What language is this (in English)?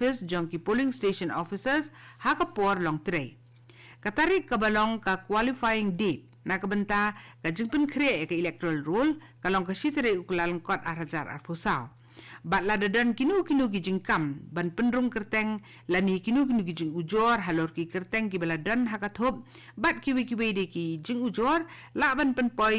Khasi